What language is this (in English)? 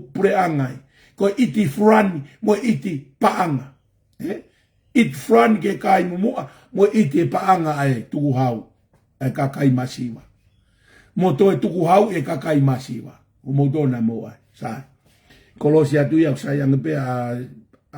Tongan